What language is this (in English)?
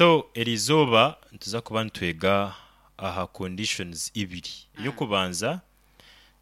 Nyoro